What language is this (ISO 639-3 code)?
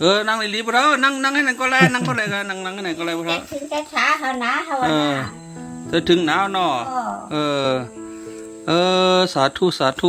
shn